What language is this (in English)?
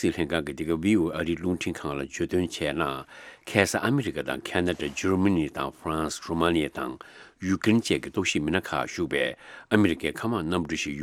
Tibetan